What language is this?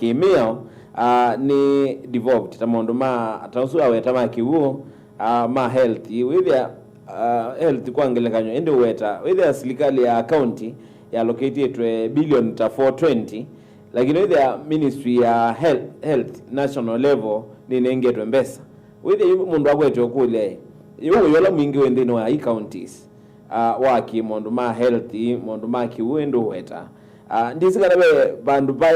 Kamba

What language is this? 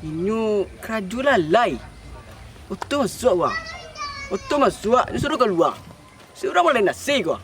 Minangkabau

